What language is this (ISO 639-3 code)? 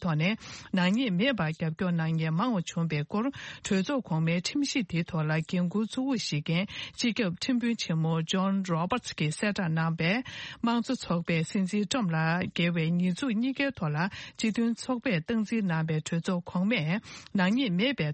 bod